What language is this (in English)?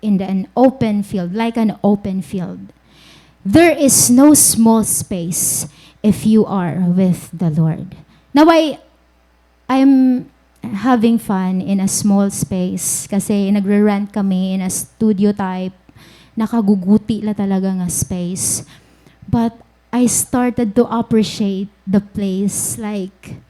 Waray